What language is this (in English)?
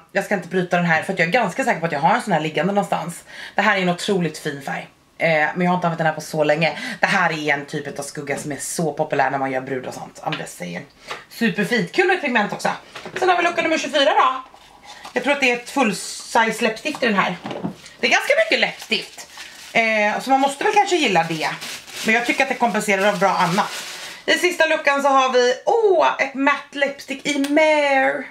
Swedish